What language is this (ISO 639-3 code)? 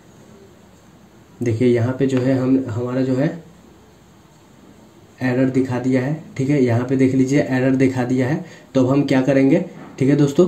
hin